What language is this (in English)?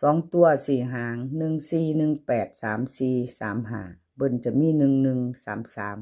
Northeastern Thai